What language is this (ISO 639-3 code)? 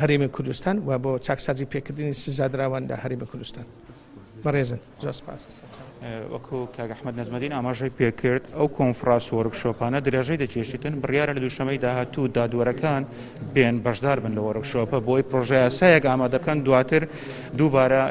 ckb